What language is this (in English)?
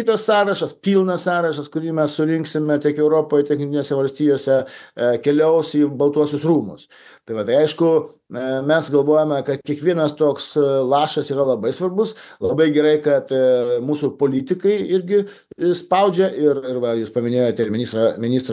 Lithuanian